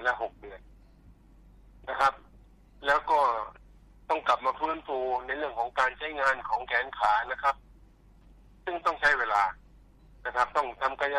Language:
Thai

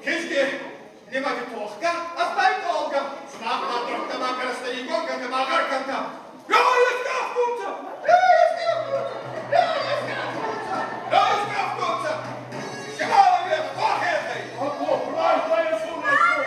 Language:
Ossetic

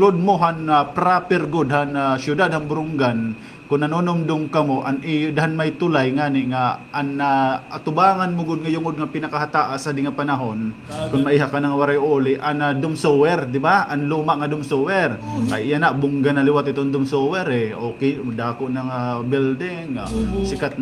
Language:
Waray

